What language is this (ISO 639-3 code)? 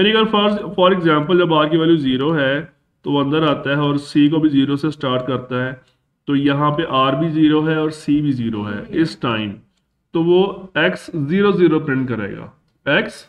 hin